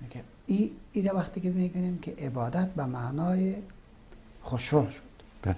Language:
Persian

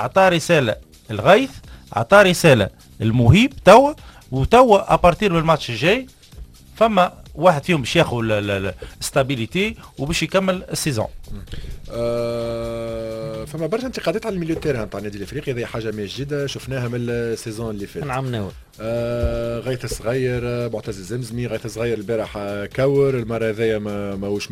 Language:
Tunisian Arabic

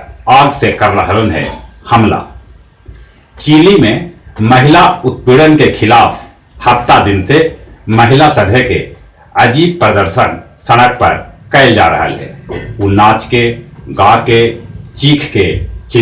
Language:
Magahi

